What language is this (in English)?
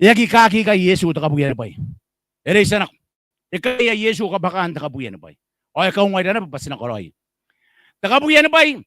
Gilbertese